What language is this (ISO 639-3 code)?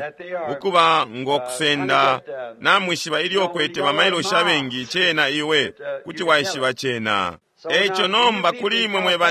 bem